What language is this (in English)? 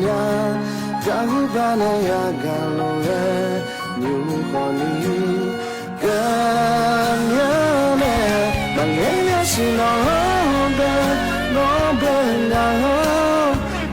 Akha